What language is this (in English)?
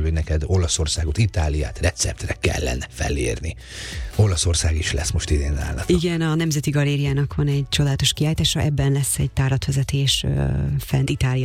Hungarian